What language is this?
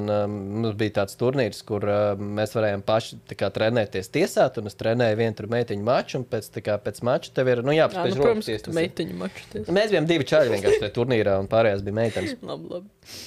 Latvian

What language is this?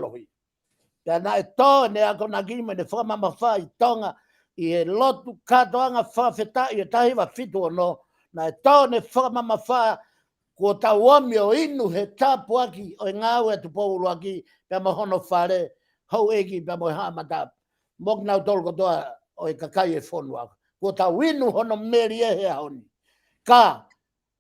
Tongan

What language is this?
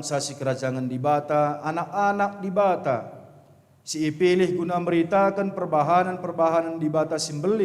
Batak Karo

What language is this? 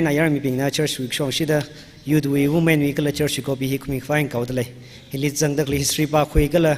Tangkhul Naga (India)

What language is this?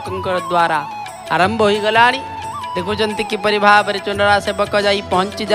Odia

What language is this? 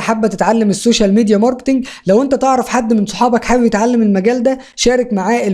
Egyptian Arabic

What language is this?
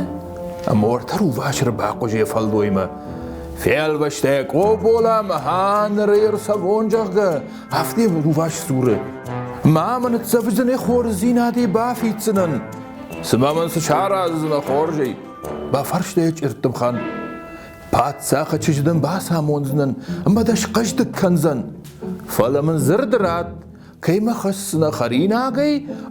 Ossetic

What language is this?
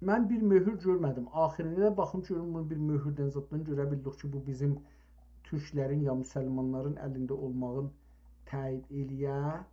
South Azerbaijani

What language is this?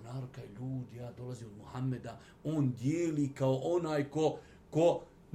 Bosnian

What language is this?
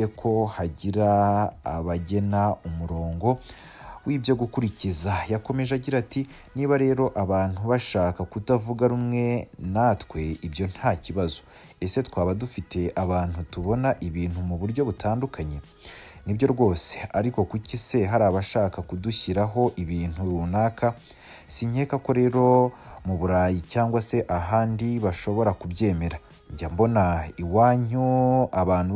Kinyarwanda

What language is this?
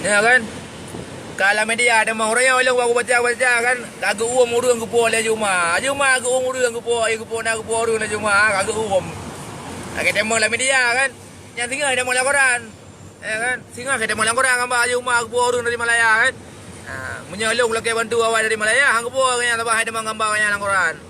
Achinese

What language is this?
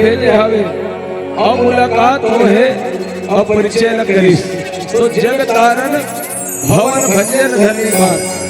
Chhattisgarhi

